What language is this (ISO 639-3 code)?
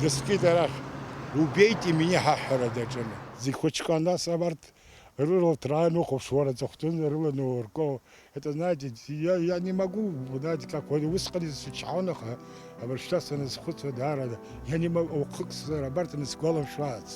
abk